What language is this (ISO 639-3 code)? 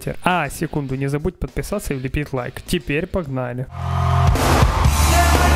rus